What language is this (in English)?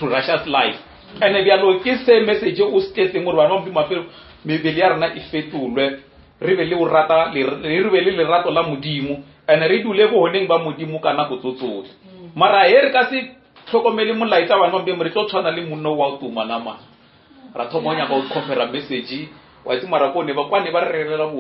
Northern Sotho